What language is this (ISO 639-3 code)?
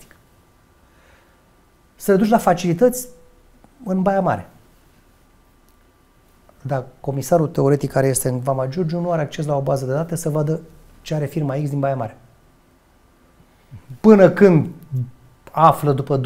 ron